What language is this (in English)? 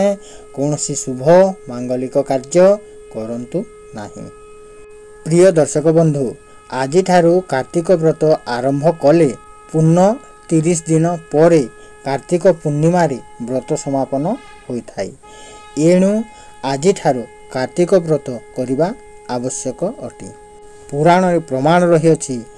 Odia